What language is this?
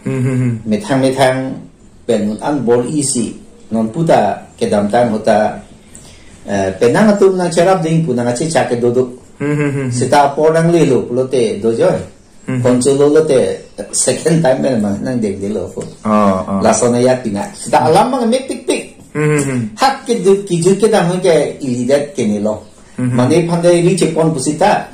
Karbi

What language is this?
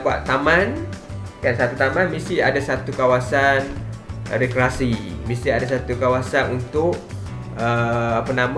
Malay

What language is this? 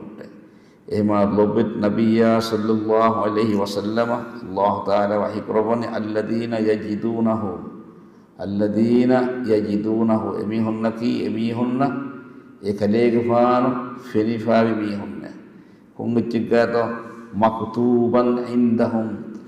Divehi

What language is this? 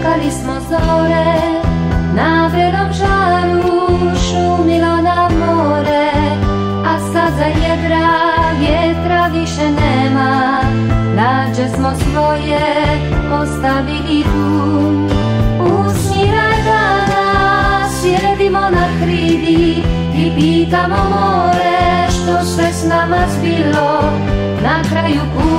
Croatian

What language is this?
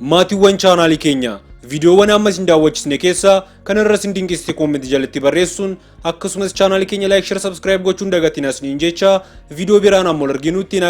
Oromo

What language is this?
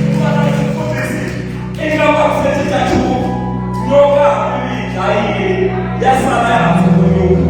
Tsonga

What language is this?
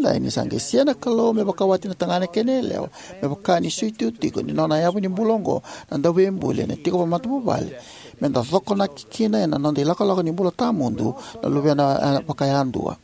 Fijian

